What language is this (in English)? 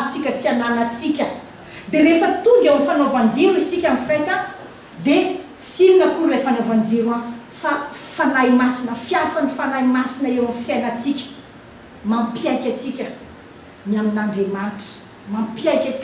Malagasy